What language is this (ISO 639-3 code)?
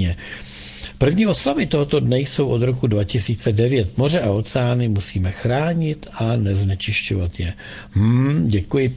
ces